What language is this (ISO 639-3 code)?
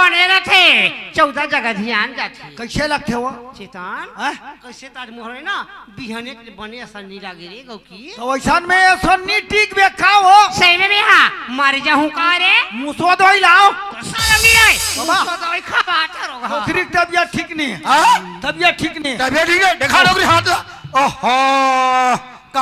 hne